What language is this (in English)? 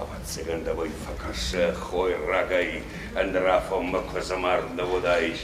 Ossetic